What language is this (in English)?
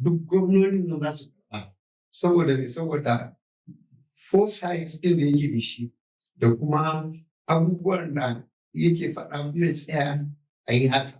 Hausa